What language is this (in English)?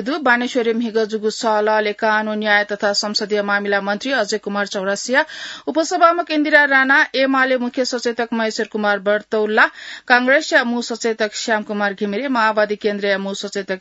Newari